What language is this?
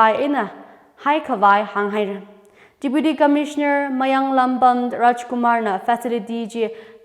Tangkhul Naga (India)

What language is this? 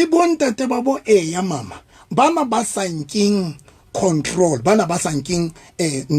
Southern Sotho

